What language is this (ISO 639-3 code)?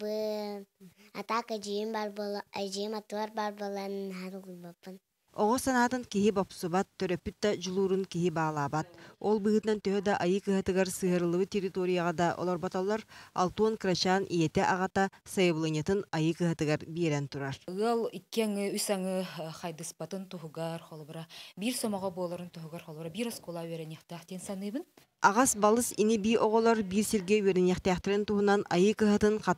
sah